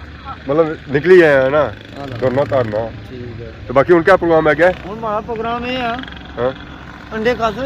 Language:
Pahari-Potwari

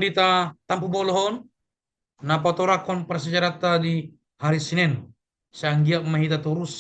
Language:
Batak Toba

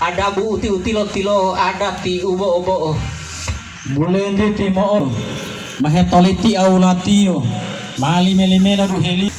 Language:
Gorontalo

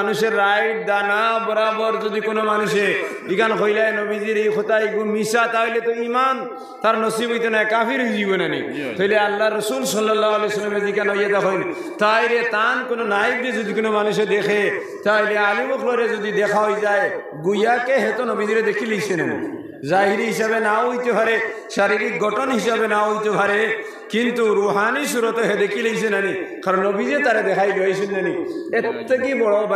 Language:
Sylheti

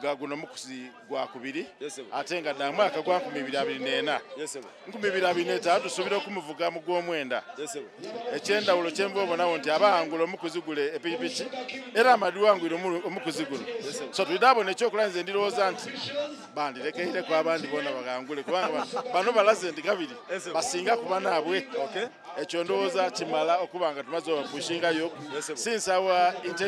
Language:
Soga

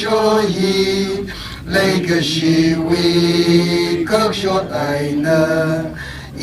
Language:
Tangkhul Naga (India)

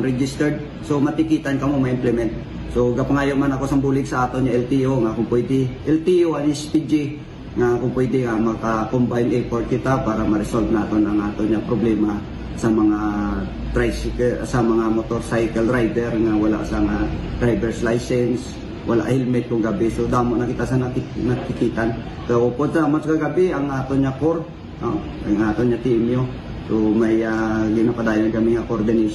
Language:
Hiligaynon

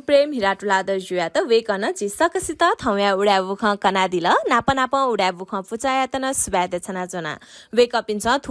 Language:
Newari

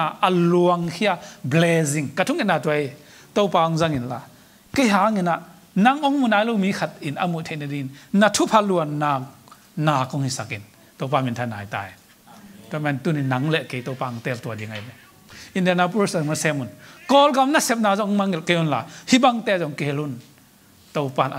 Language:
Tedim Chin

